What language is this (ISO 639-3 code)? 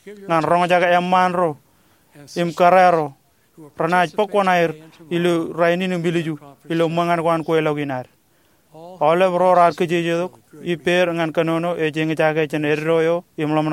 mah